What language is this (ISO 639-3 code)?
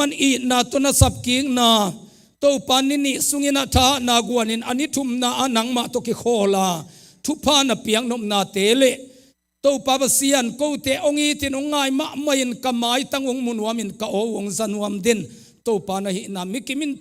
ctd